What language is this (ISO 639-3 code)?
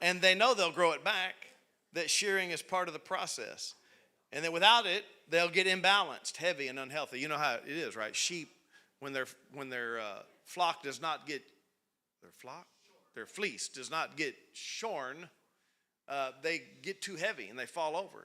eng